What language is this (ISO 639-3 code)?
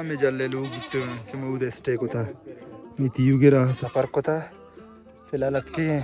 bal